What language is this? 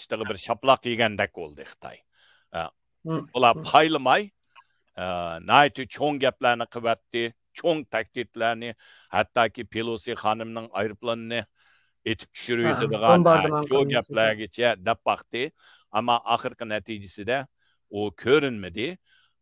Uyghur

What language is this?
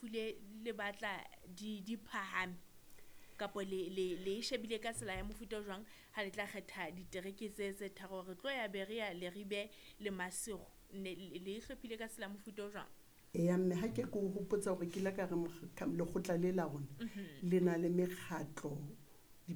Southern Sotho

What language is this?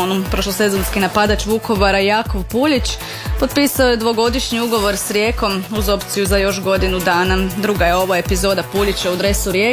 Croatian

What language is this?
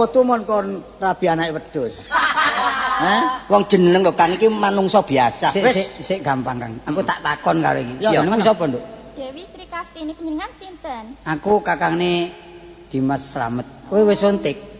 Javanese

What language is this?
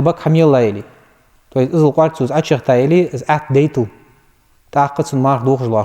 Ingush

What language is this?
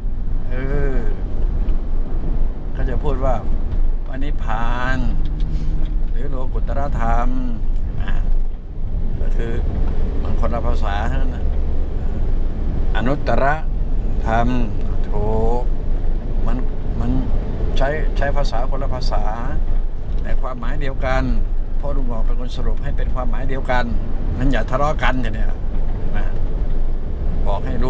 Thai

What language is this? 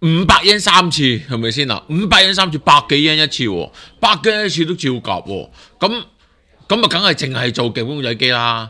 Cantonese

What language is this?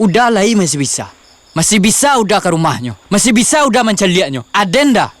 Minangkabau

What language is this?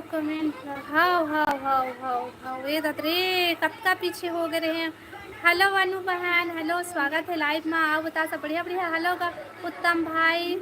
Chhattisgarhi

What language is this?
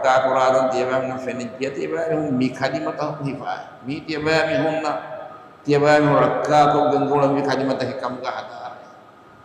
Divehi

